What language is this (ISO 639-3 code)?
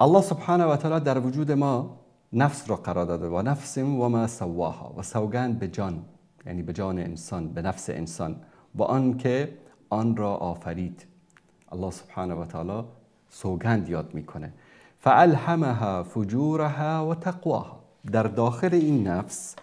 fas